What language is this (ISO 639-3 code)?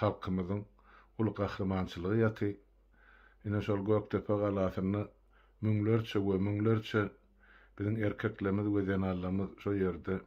tuk